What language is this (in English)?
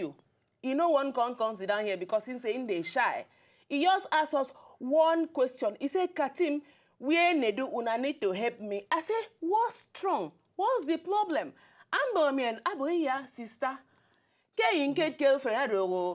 Nigerian Pidgin